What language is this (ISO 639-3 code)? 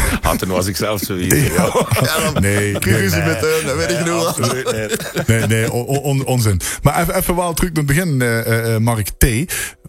lim